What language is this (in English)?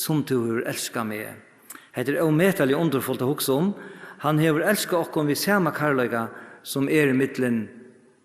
Faroese